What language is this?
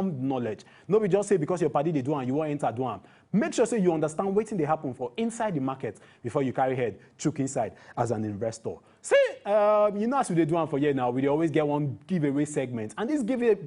Nigerian Pidgin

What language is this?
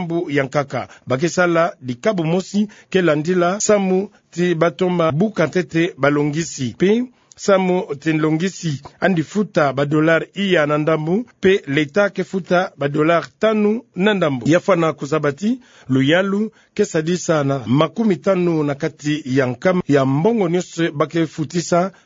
Kituba (Democratic Republic of Congo)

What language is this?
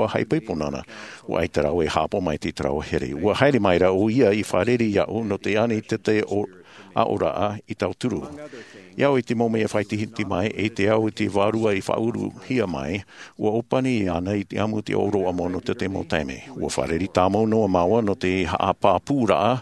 Tahitian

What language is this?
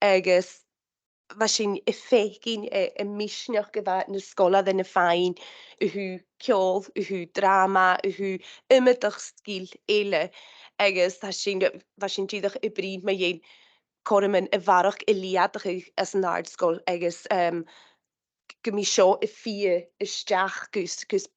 Scottish Gaelic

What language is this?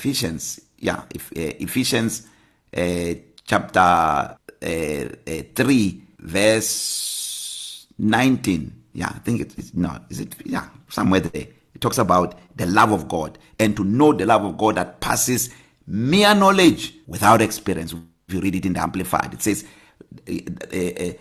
English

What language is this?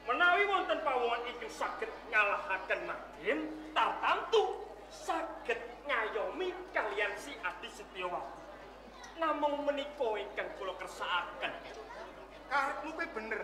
Javanese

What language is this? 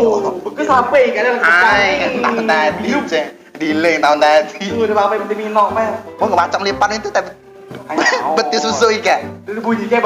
Musi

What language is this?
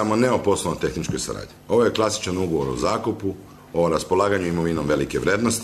Serbian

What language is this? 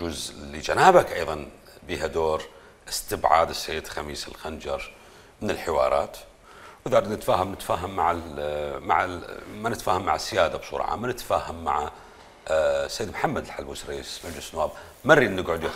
Mesopotamian Arabic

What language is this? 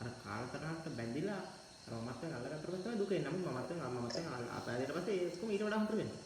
Sinhala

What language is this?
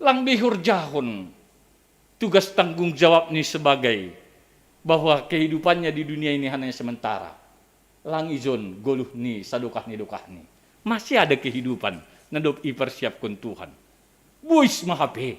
Batak Simalungun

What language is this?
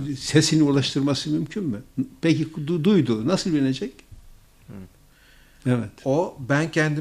Turkish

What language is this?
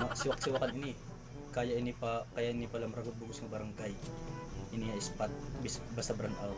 Waray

